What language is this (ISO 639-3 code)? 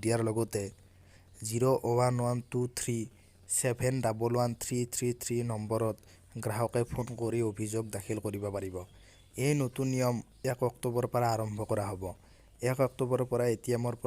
asm